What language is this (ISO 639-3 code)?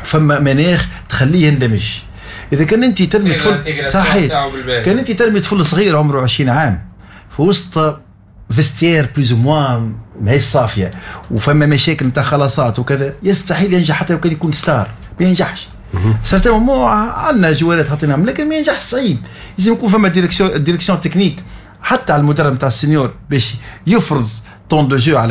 aeb